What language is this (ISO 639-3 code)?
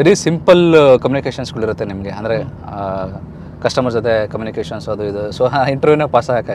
kan